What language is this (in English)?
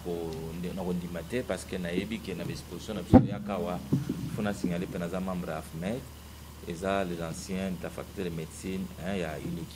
Lingala